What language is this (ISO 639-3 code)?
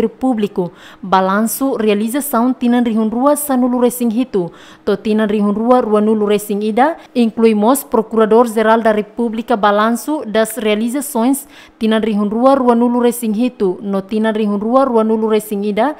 tet